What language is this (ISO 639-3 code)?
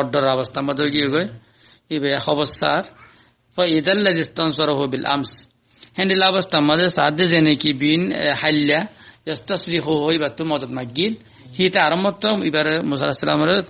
rhg